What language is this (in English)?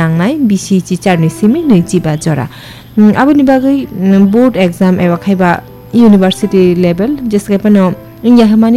Kok Borok